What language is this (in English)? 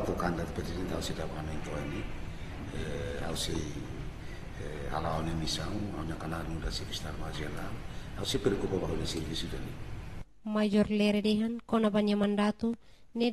Tetum